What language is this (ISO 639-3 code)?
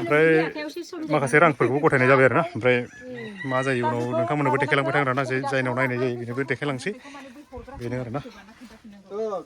brx